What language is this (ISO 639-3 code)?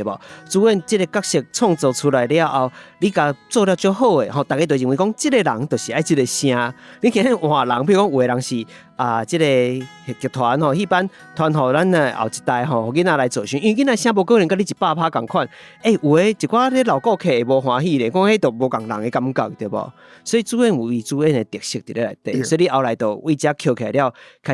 nan